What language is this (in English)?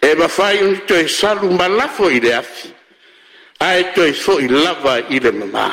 Samoan